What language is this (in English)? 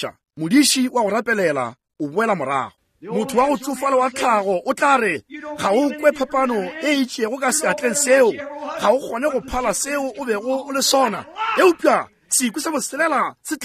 Northern Sotho